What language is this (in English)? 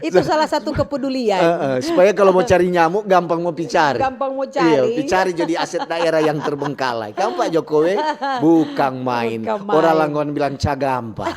Manado Malay